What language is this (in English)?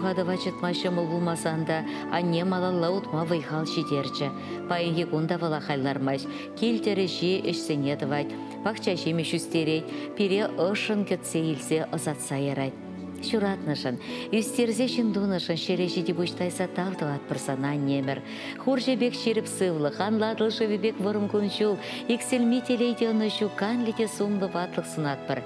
Chuvash